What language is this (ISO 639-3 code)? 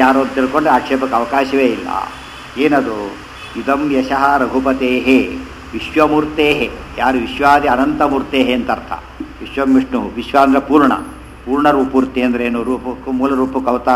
kan